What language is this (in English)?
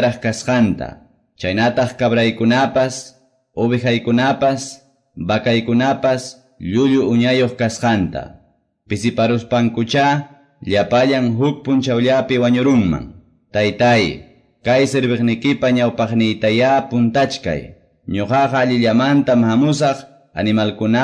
Quechua